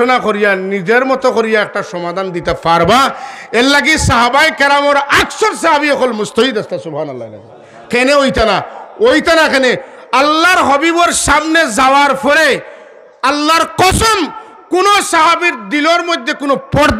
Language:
Sylheti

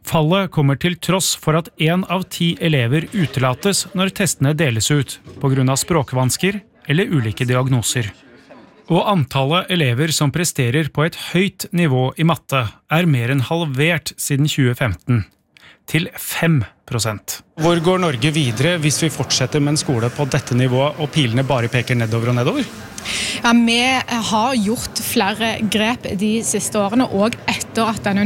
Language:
Norwegian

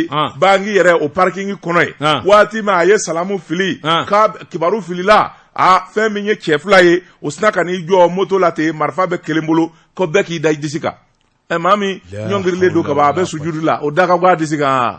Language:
Bambara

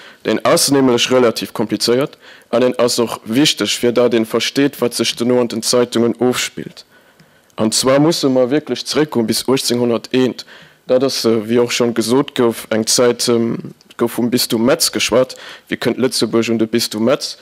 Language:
Luxembourgish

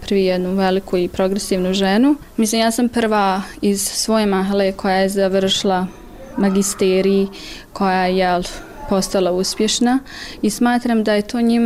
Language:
Bosnian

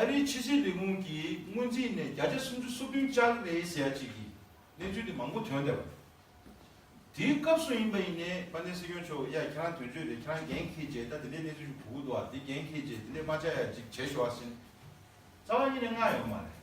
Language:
Tibetan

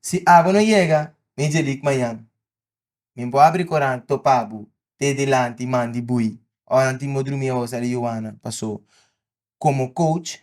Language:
Papiamento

